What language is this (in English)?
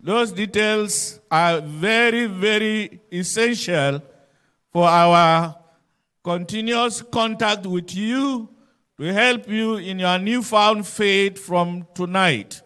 Cebuano